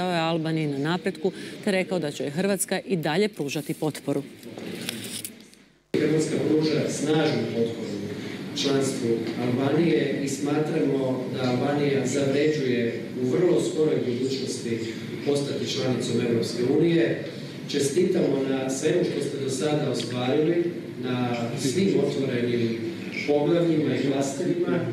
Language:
Croatian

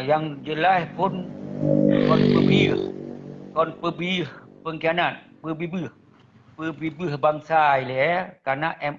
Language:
Achinese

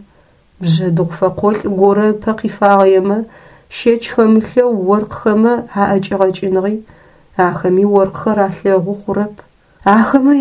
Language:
Adyghe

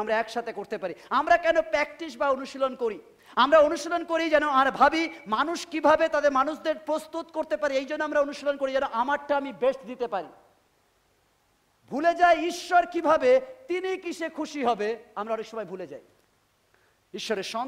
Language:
Bangla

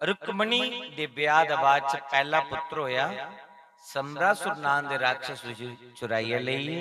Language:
Dogri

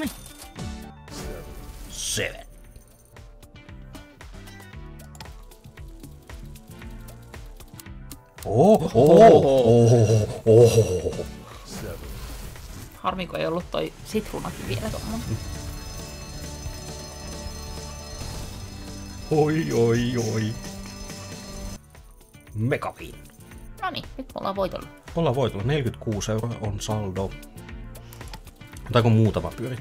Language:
Finnish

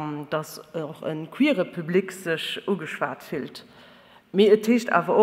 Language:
Luxembourgish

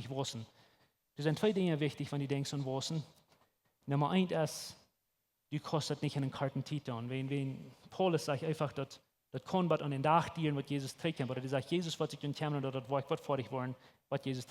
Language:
Plautdietsch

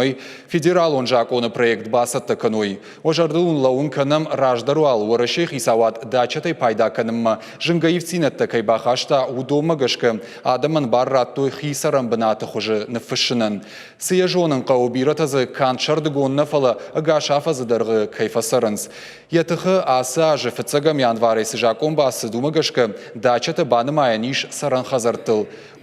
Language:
Ossetic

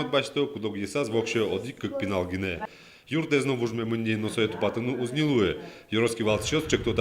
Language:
Udmurt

